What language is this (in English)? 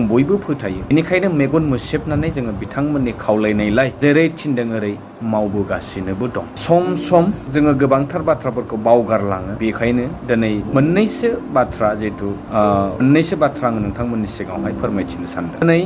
Bodo